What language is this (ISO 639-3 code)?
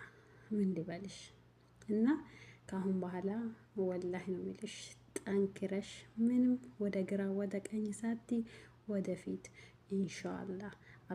amh